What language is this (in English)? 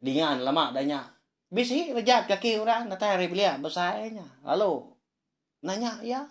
Iban